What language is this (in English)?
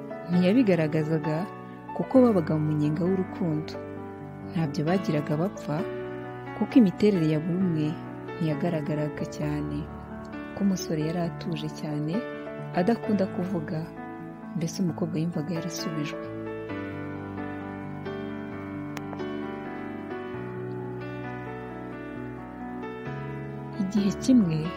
Kinyarwanda